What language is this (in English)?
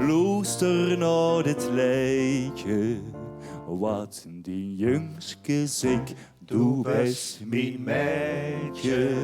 Limburgish